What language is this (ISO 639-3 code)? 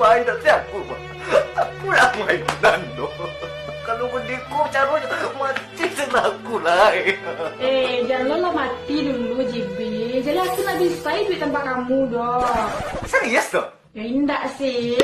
min